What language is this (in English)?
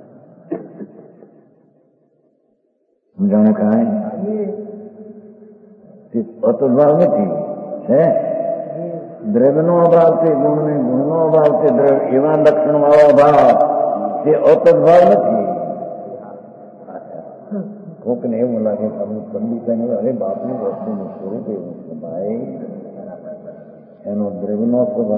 Gujarati